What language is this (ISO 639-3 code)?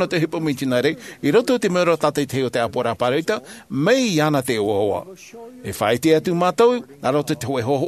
tah